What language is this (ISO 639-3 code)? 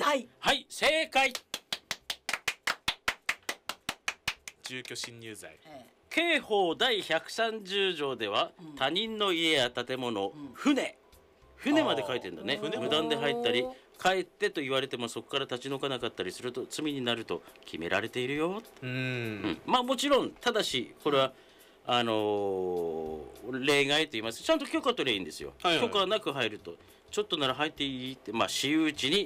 jpn